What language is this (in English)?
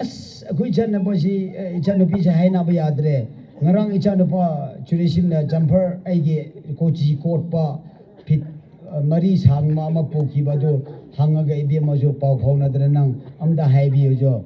Tangkhul Naga (India)